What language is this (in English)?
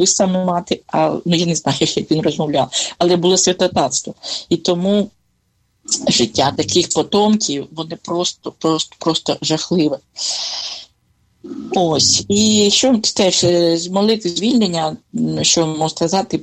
Ukrainian